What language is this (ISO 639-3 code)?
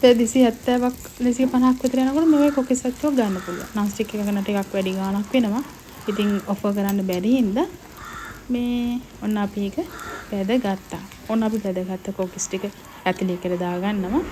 sin